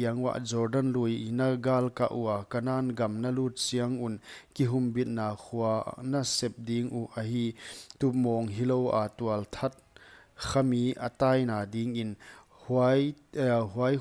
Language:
Paite Chin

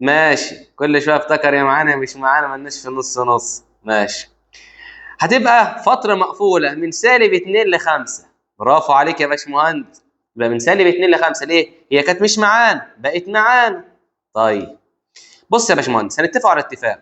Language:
Egyptian Arabic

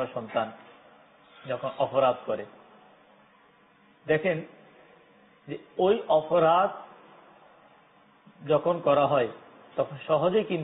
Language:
Bangla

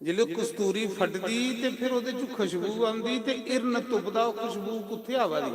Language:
Dogri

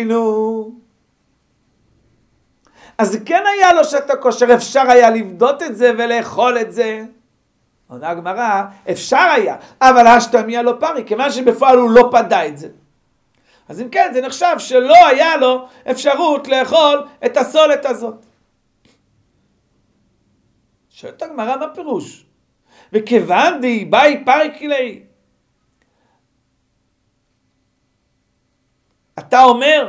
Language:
Hebrew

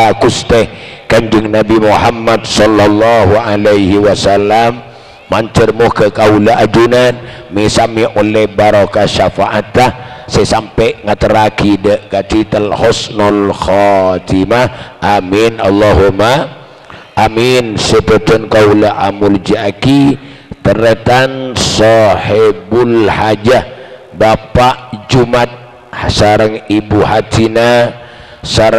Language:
Madurese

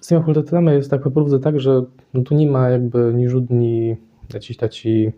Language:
Kashubian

